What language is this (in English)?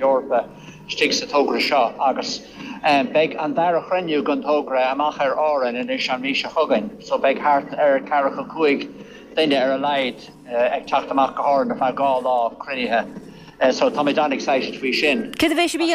Irish